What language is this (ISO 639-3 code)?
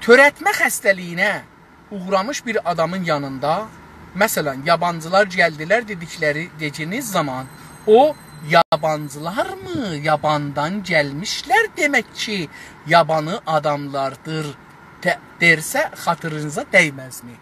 azb